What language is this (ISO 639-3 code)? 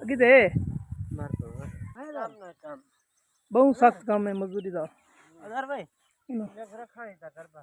skr